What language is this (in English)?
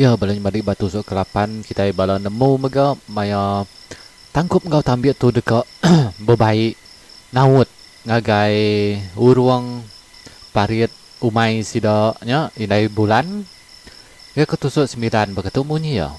Iban